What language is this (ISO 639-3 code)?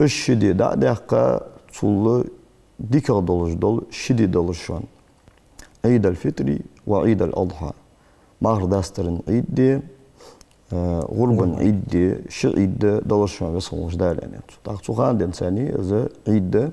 inh